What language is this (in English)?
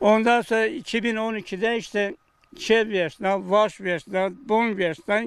Zaza